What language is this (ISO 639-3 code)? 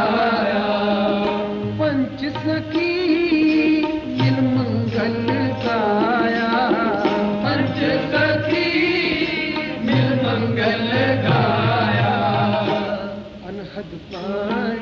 hin